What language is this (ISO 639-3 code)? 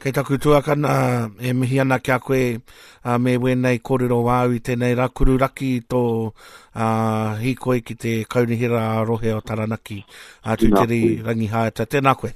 mri